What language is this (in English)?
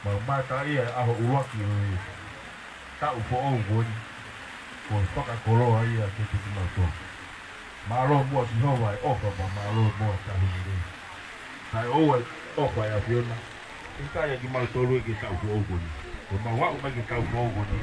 Tongan